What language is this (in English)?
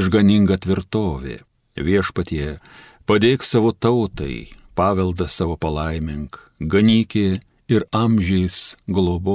Lithuanian